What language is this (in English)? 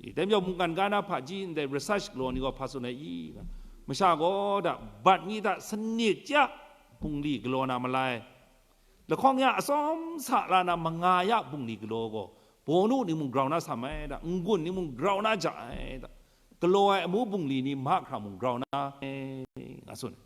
Kachin